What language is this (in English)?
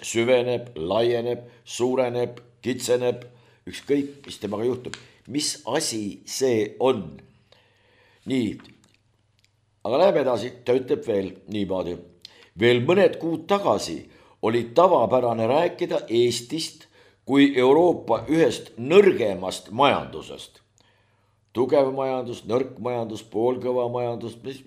Estonian